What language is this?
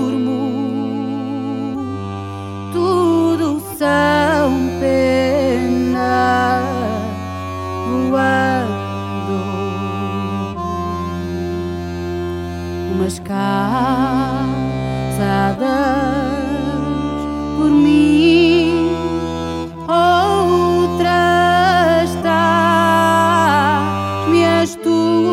Portuguese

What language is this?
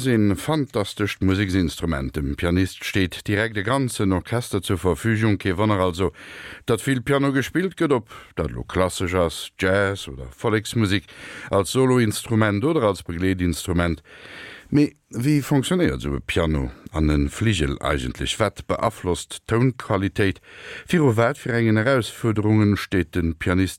Luxembourgish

